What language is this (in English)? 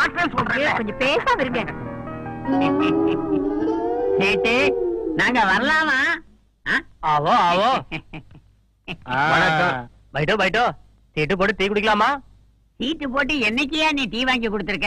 Tamil